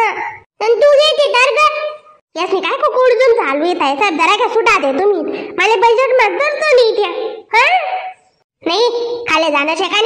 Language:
Khandesi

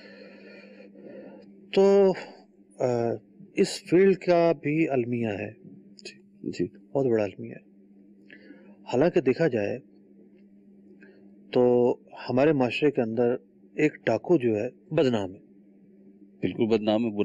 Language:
Urdu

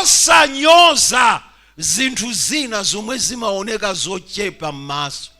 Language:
Nyanja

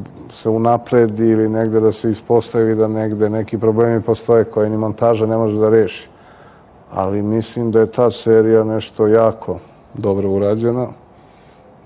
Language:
Serbian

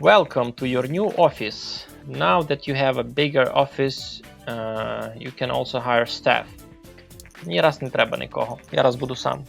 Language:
Rusyn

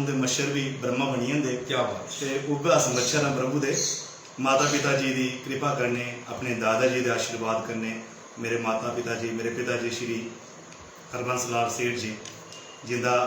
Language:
Dogri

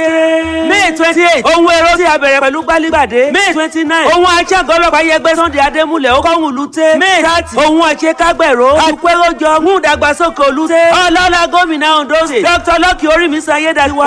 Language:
Yoruba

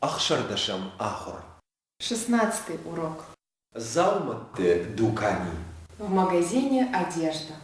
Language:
Ossetic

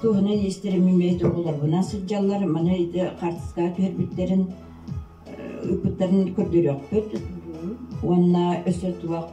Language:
Yakut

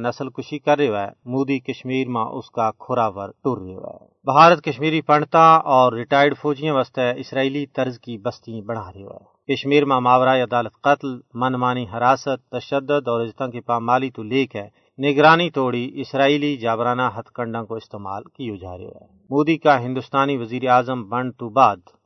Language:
Gujari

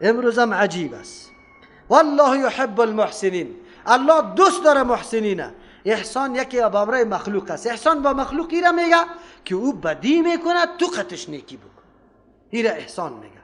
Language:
Persian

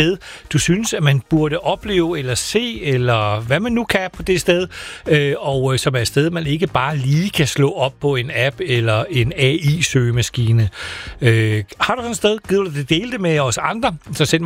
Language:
Danish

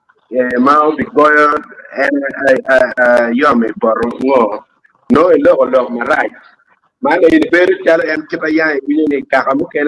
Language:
Acoli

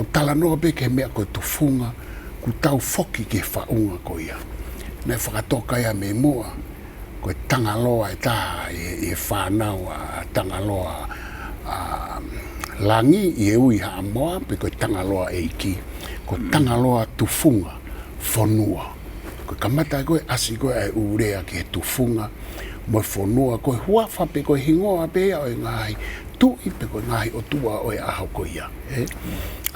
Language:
Tongan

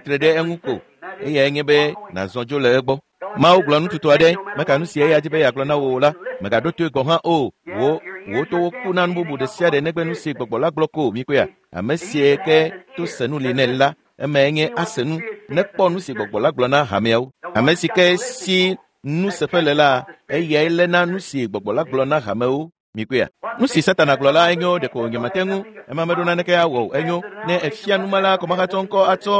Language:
Ewe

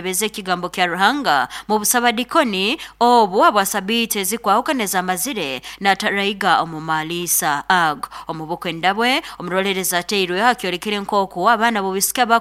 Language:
Nyoro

